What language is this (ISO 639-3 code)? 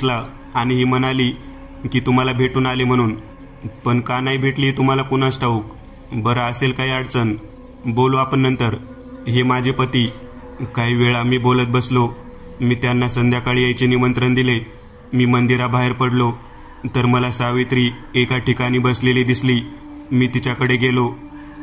mar